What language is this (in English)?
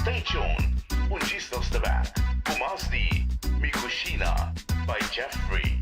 Papiamento